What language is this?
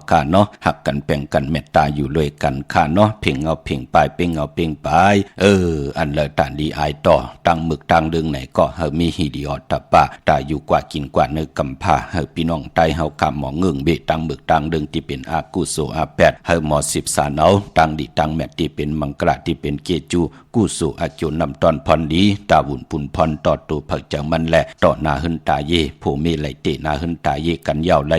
Shan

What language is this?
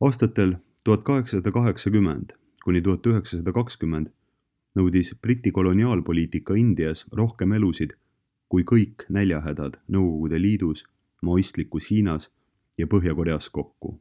Estonian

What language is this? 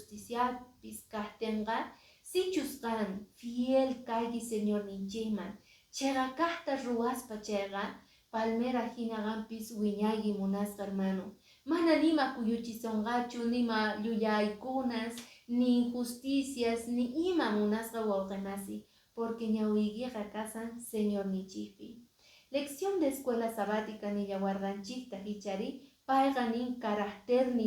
Quechua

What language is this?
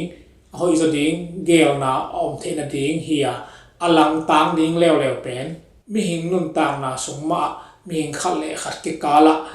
Tedim Chin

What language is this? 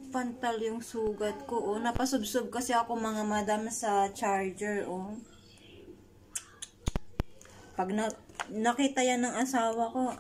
Filipino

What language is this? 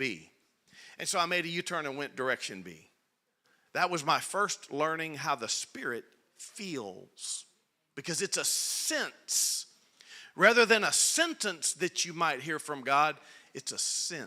English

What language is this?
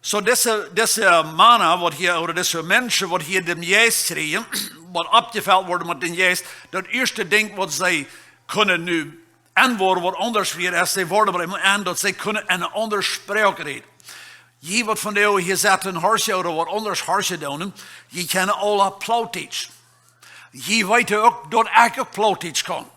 Plautdietsch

